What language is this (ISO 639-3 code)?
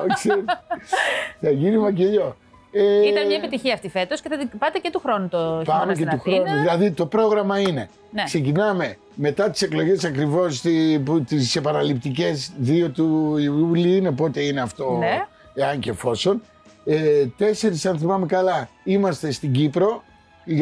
ell